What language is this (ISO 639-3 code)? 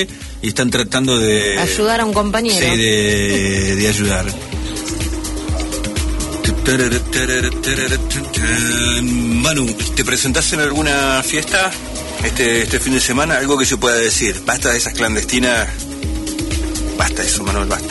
spa